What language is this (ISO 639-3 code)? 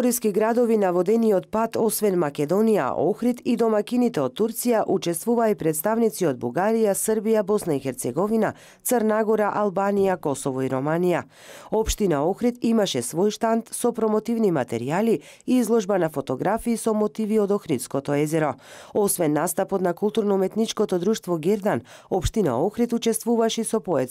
mkd